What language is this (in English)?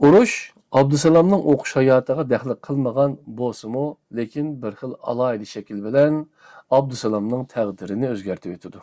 Uyghur